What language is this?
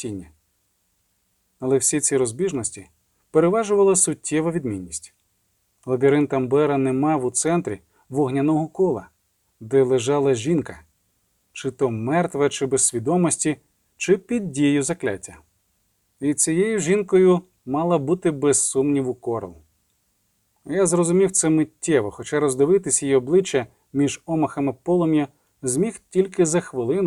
Ukrainian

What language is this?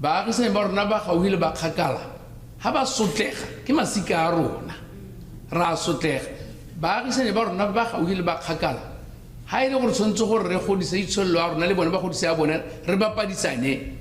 Tswana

